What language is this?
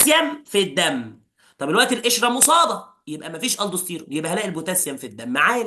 Egyptian Arabic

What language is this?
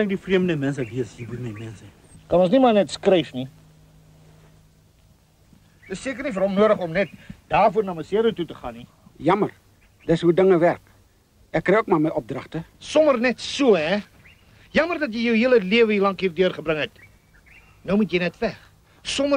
Afrikaans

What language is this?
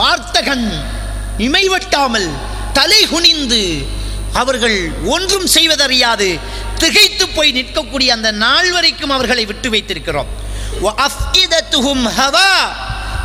Tamil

